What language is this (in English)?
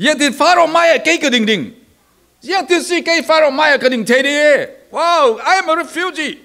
Falam Chin